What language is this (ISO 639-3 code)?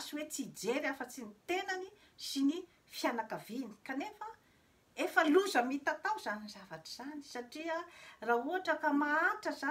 mlg